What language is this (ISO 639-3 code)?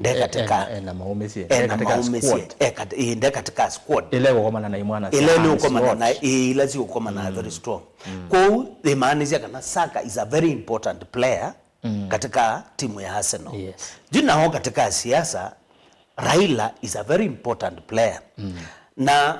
kam